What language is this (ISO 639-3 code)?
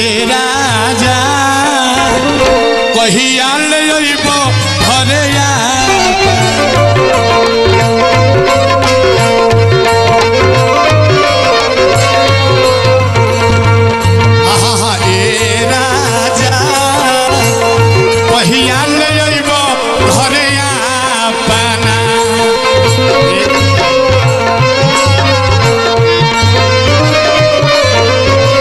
bho